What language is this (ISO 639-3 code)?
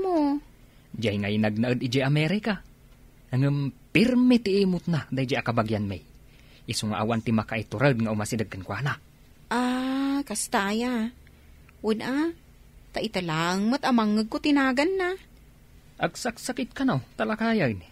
ilo